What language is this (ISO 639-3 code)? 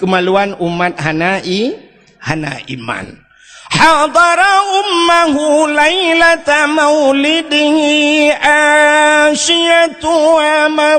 ace